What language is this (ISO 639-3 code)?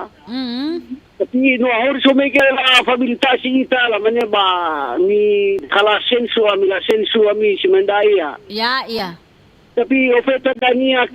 nia